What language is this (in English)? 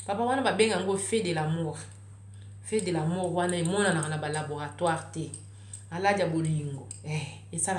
Lingala